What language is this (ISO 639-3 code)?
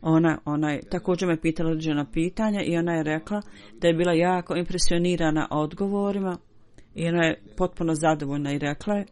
bos